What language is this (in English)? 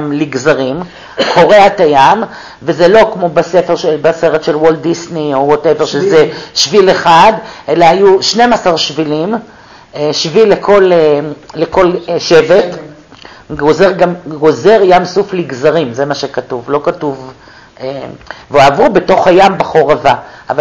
Hebrew